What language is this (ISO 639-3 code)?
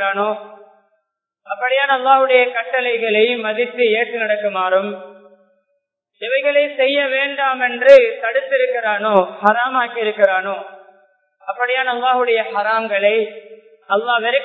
tam